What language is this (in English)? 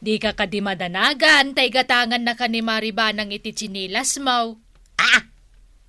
Iloko